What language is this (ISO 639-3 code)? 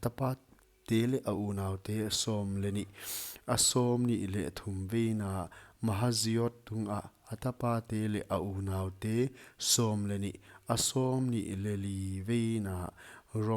pck